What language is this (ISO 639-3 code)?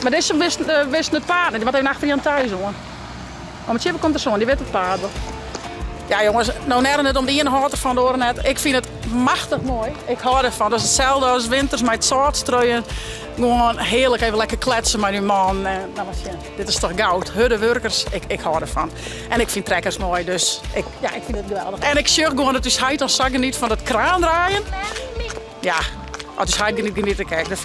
fry